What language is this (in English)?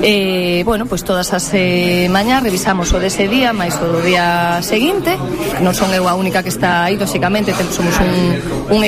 Galician